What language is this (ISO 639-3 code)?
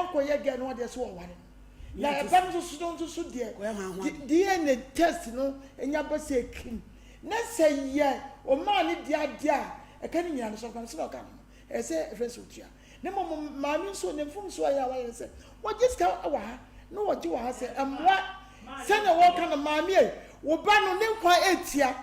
aka